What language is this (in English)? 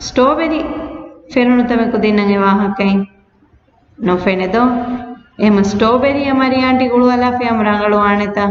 Divehi